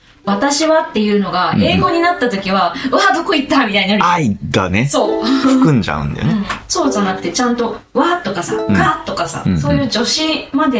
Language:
Japanese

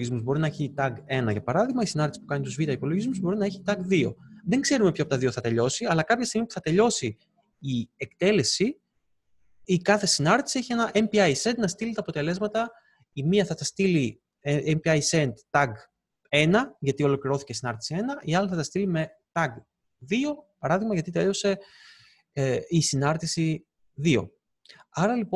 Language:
Greek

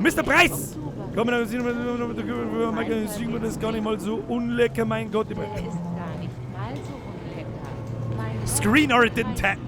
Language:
Bavarian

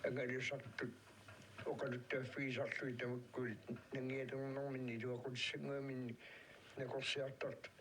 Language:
Kalaallisut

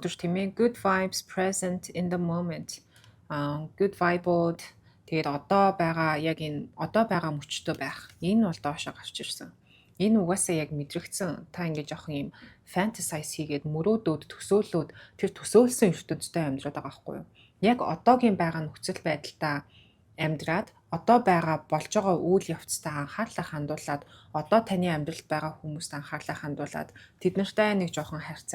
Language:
Mongolian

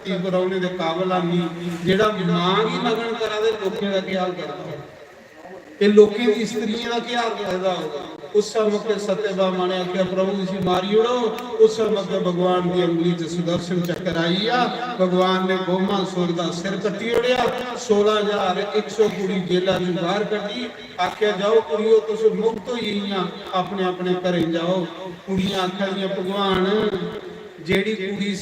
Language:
Dogri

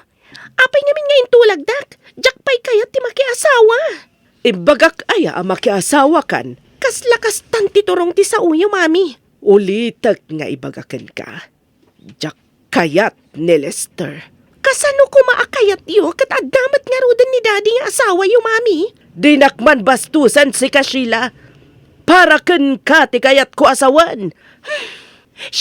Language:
Iloko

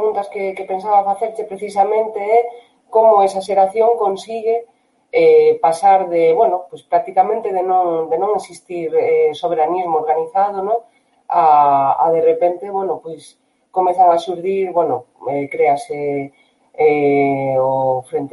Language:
Galician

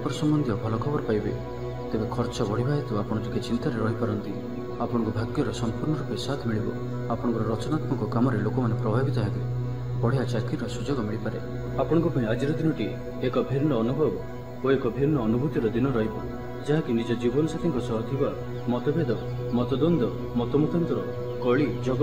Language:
Odia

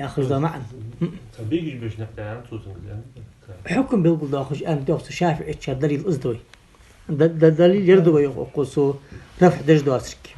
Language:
Ingush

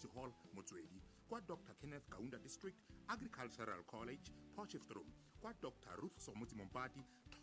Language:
Tswana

